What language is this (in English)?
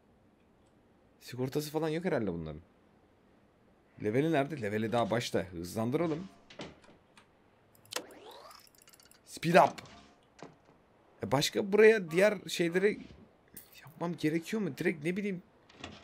Turkish